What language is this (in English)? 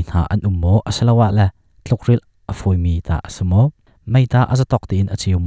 Hakha Chin